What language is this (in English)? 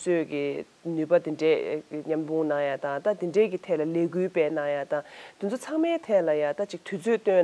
Tibetan